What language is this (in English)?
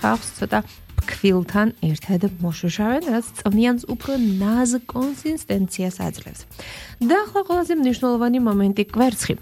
Georgian